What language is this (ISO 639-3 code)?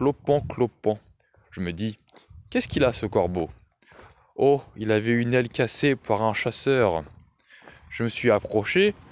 fra